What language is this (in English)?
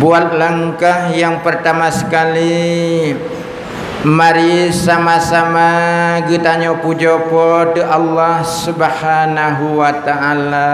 Achinese